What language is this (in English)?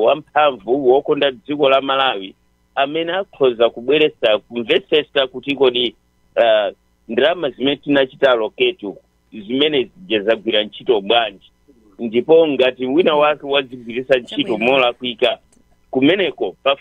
Nyanja